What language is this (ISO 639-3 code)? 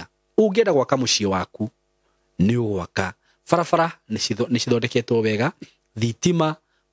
kik